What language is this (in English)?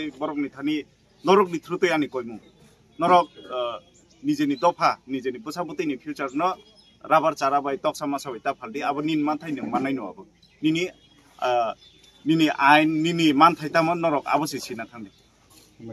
Kok Borok